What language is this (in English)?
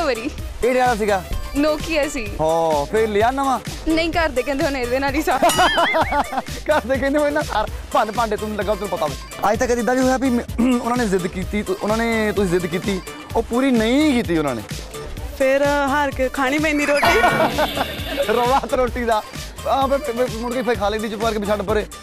Punjabi